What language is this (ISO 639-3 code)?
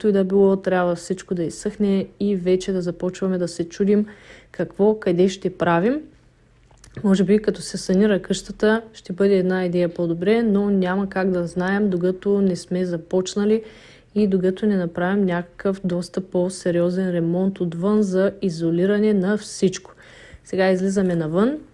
bul